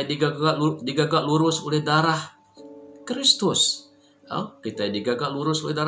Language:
Iban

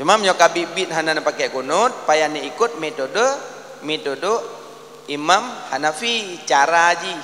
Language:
Achinese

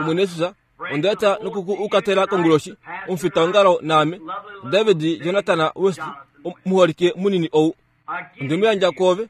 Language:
Kuanyama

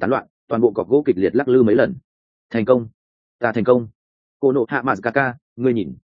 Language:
Vietnamese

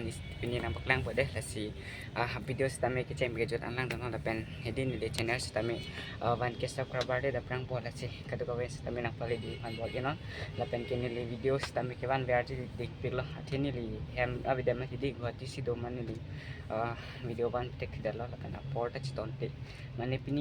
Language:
Karbi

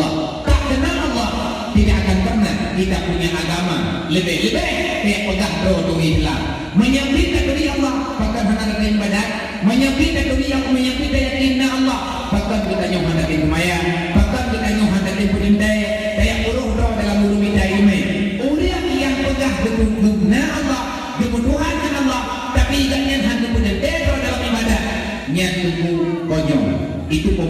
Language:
Achinese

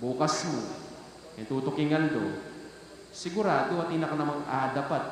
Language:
Pampanga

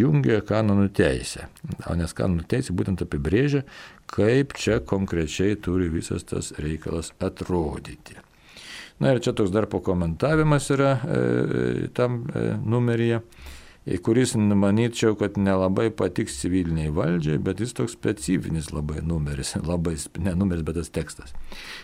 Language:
Lithuanian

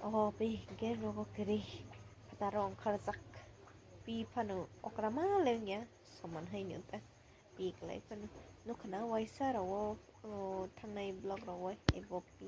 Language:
Kok Borok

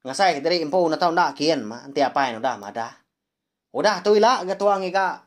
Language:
Iban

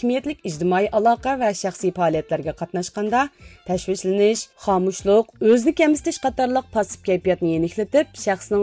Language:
Uyghur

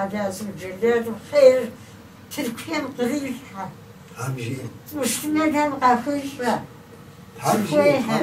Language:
Kabardian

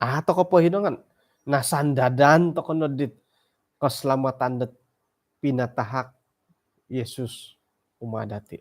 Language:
Central Dusun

